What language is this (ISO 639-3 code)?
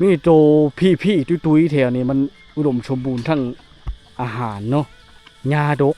lao